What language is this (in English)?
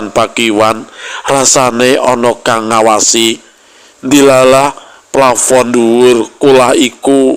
Javanese